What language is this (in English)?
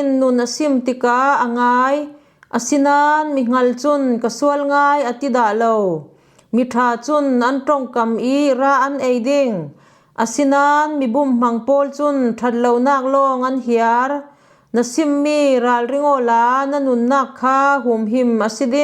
Falam Chin